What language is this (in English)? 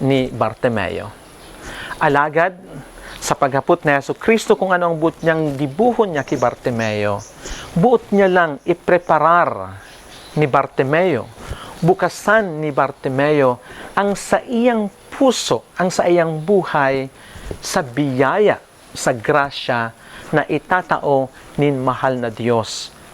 Bikol